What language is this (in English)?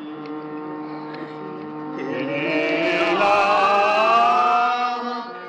Bangla